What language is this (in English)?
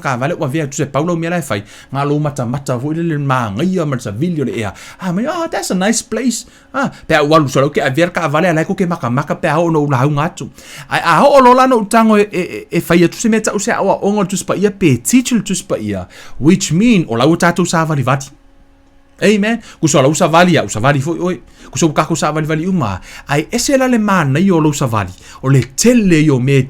Samoan